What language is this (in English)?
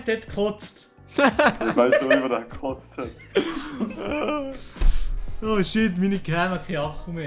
Swiss German